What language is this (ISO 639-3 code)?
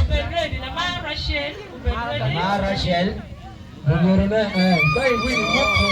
ach